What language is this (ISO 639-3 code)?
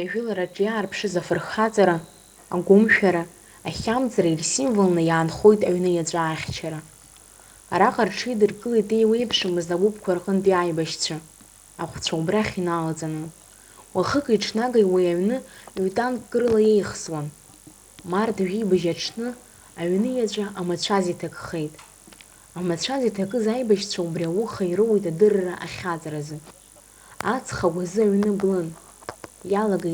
abk